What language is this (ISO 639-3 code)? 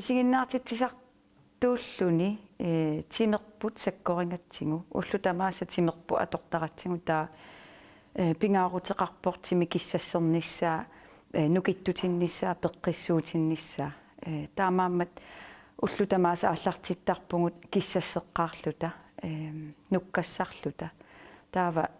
kal